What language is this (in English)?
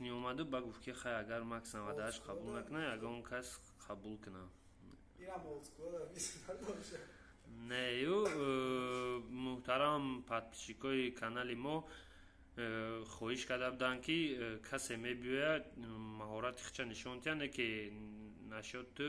Tajik